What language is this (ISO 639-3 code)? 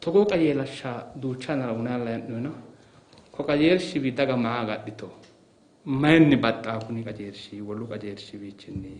sid